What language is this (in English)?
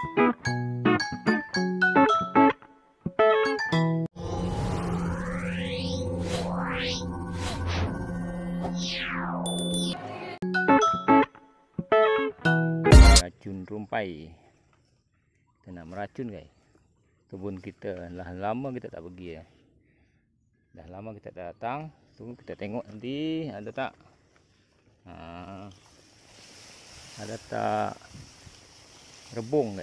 Malay